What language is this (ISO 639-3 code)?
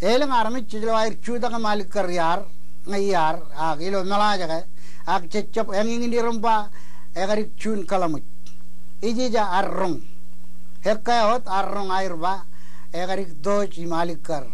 mah